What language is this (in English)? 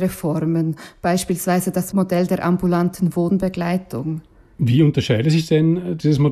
German